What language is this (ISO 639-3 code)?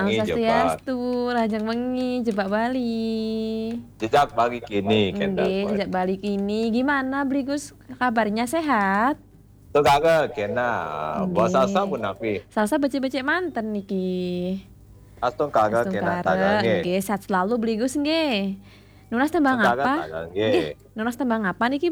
ban